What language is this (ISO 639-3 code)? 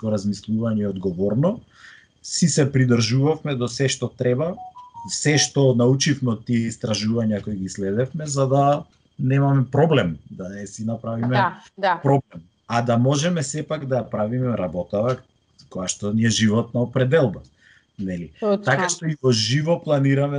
mkd